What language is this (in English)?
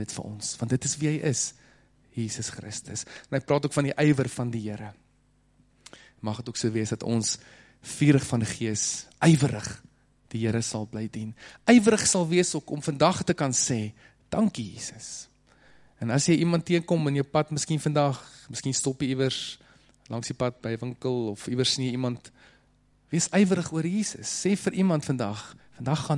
Afrikaans